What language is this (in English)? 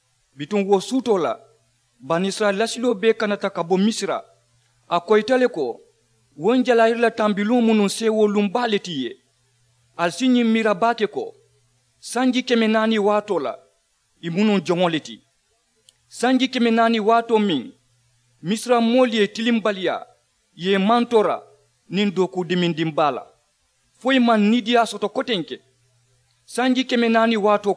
Mandingo